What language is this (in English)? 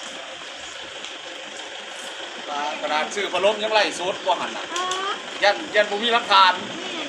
Lao